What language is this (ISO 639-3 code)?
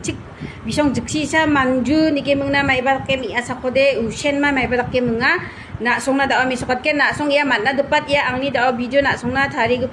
grt